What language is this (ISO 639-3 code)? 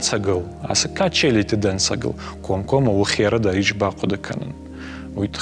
oss